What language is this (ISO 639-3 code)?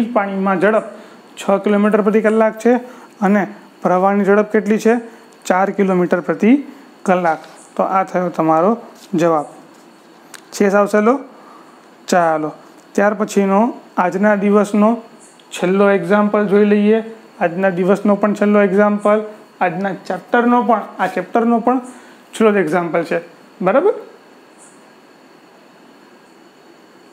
guj